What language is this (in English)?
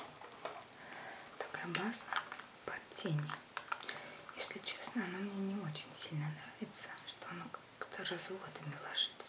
Russian